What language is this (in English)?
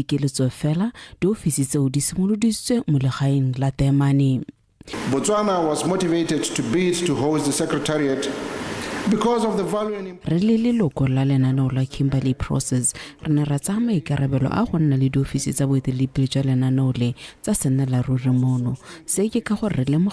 Tswana